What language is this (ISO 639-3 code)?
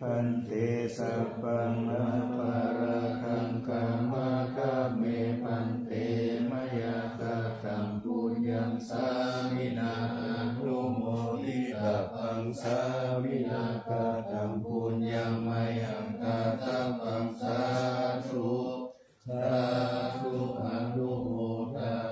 pli